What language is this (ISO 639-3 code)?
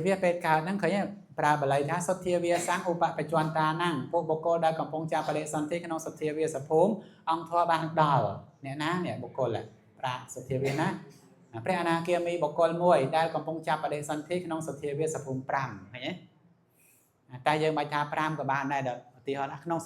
khm